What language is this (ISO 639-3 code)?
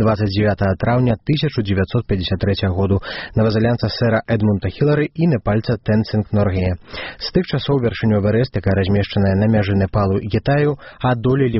bel